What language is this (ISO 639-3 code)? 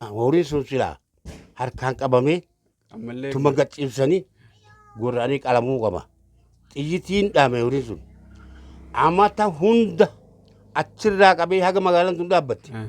orm